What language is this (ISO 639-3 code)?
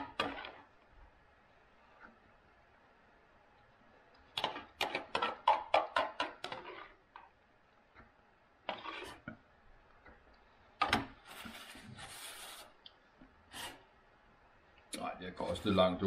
dan